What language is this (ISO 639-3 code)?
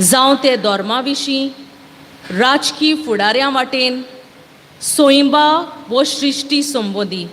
kok